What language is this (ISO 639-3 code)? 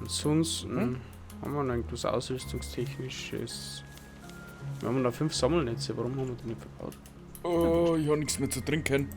bar